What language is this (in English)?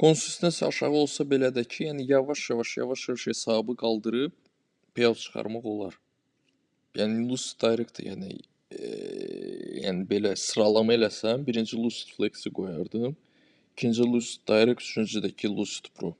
Azerbaijani